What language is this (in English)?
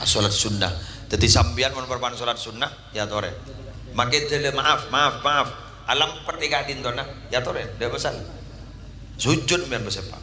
Madurese